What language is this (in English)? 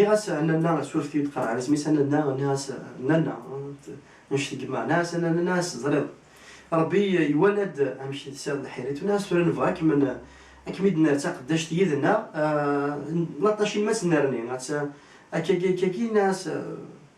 Kabyle